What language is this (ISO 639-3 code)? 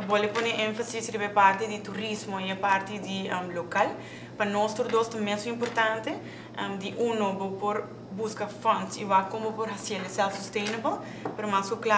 pap